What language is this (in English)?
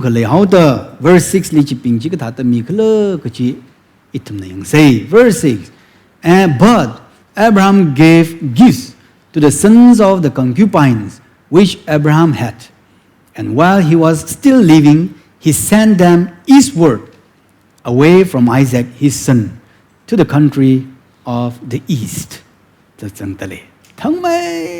Tangkhul Naga (India)